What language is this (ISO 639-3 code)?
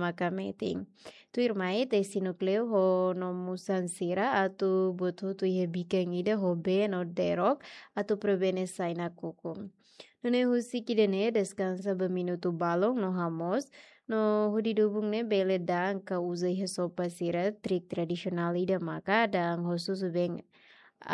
tet